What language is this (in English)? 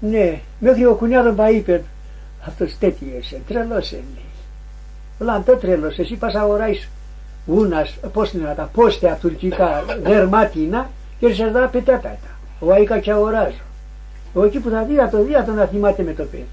Pontic